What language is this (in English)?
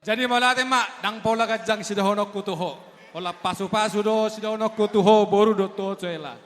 Batak Toba